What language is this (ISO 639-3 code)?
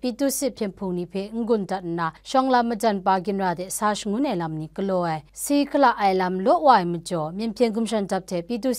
kac